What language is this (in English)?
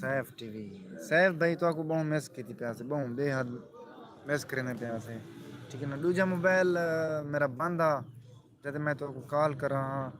Saraiki